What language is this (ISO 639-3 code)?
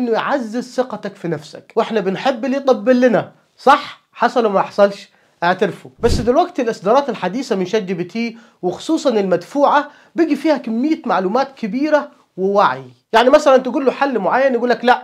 arz